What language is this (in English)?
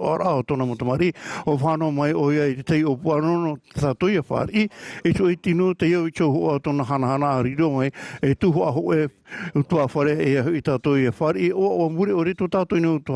Tahitian